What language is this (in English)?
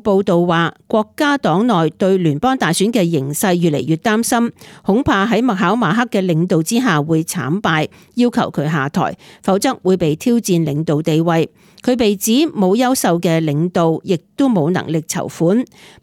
Cantonese